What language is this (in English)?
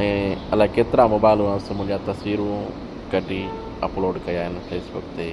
Sindhi